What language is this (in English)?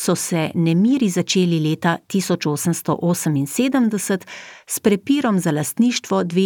Slovenian